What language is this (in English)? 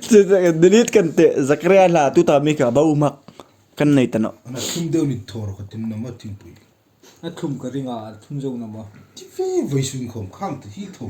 Hmar